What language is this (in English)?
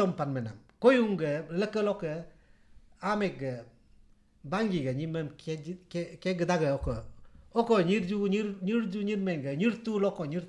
Galo